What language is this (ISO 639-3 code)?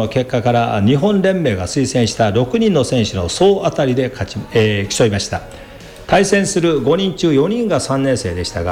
jpn